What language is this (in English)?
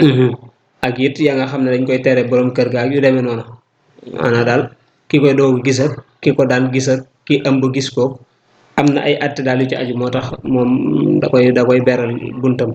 Wolof